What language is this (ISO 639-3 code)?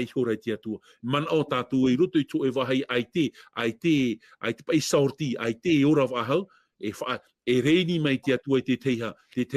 tah